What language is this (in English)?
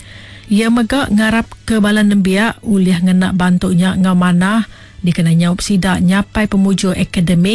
Iban